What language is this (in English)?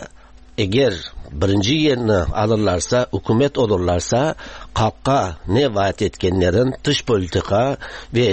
Tatar